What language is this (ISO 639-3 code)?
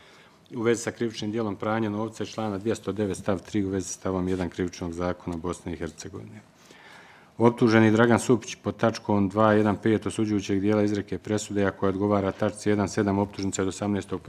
bos